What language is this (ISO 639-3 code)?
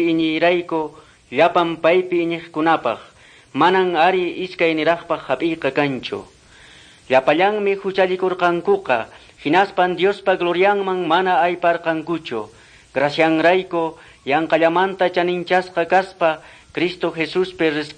que